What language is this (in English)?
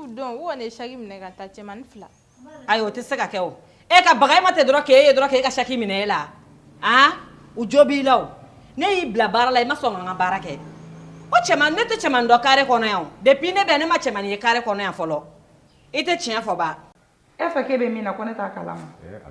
Bambara